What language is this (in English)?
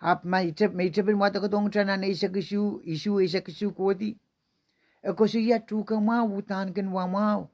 Pohnpeian